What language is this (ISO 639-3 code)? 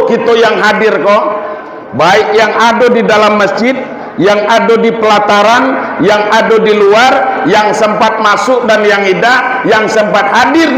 min